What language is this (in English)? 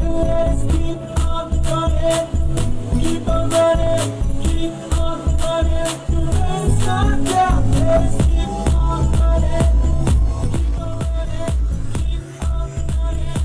Tangkhul Naga (India)